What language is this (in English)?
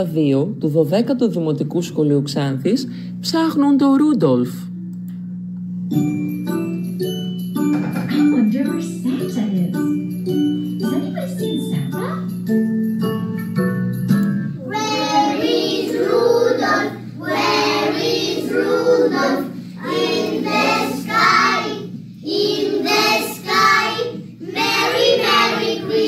Greek